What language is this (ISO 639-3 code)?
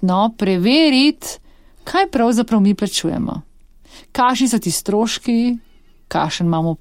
slv